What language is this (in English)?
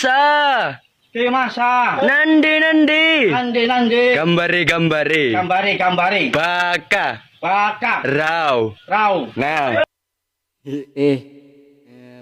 Banjar